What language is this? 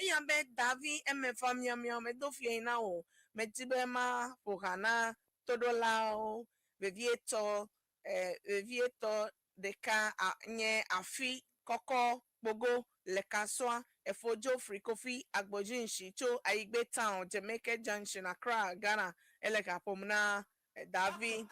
Ewe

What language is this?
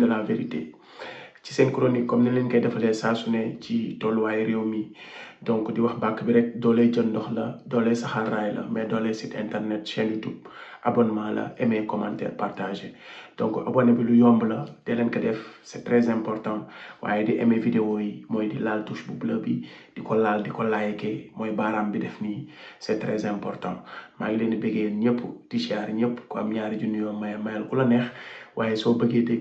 Wolof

